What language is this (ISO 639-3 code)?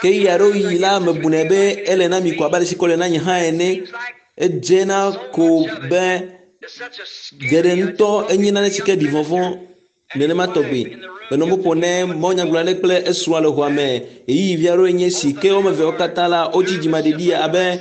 ewe